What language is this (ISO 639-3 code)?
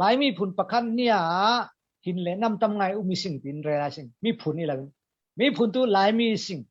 cfm